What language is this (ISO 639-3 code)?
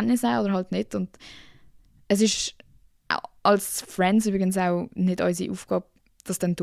gsw